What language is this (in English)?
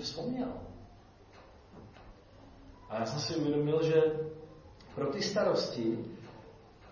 Czech